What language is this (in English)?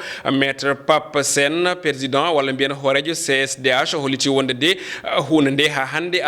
Fula